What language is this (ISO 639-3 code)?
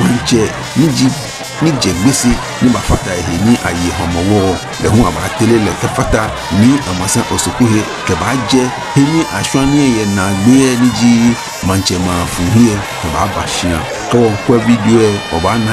gaa